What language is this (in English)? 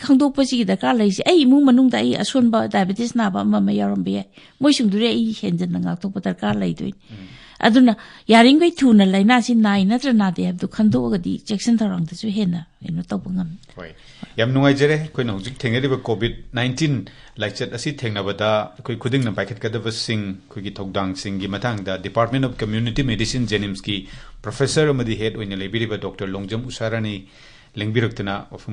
Manipuri